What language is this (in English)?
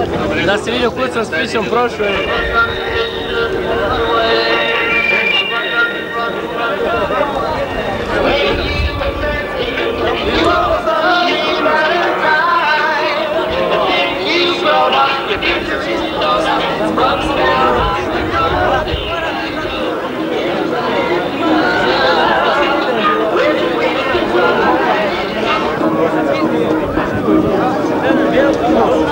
Croatian